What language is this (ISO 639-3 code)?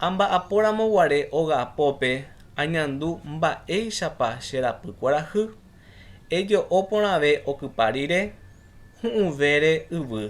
grn